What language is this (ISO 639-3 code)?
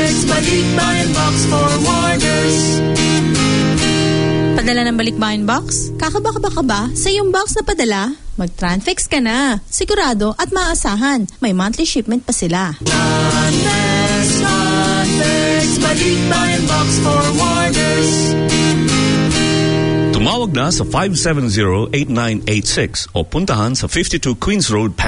fil